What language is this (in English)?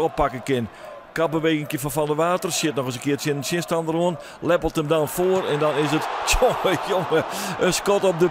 Western Frisian